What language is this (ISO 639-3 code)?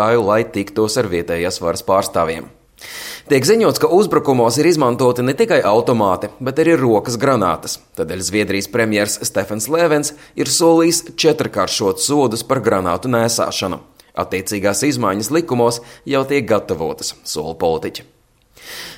lav